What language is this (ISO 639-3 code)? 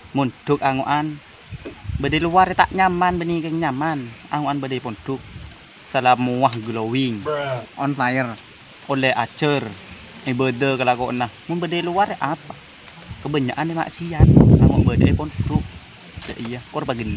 mad